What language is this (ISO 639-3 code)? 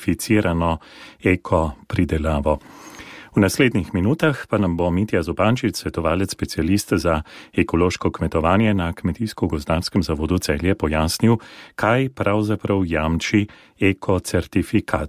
slv